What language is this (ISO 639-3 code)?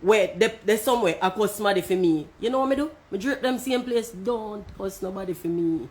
jam